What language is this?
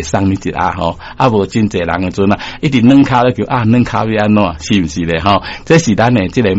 Min Nan Chinese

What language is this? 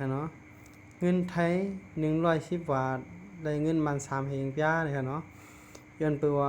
Shan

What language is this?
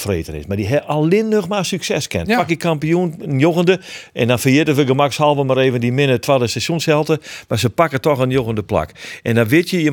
Western Frisian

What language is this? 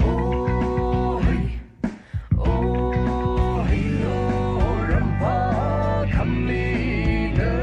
Poumei Naga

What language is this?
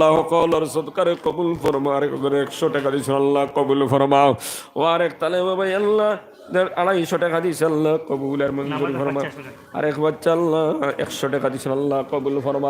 Sylheti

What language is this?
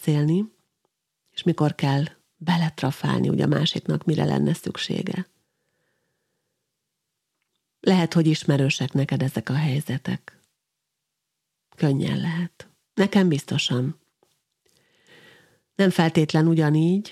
Hungarian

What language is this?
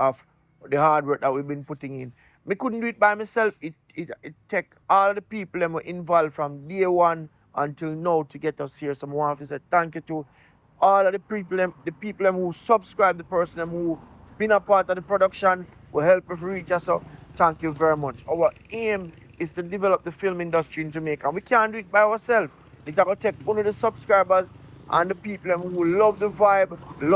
Jamaican Creole English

